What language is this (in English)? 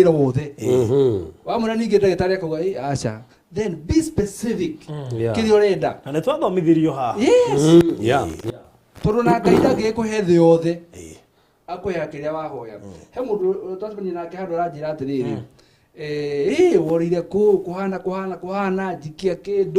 Kikuyu